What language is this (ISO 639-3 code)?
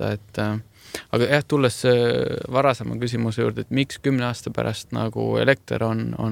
est